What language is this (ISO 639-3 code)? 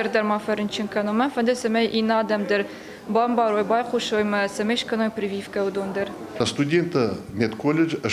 oss